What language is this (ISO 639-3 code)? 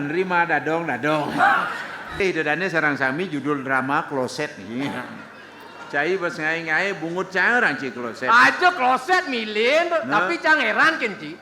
ban